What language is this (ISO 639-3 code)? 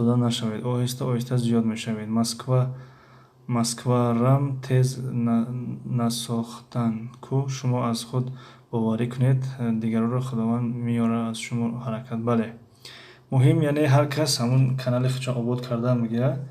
tgk